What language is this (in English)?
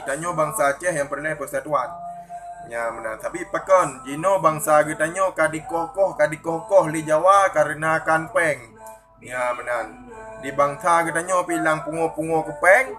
Achinese